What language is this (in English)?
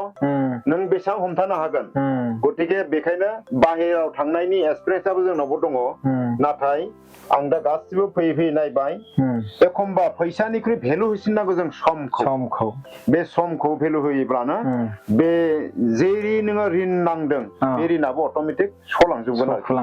Bodo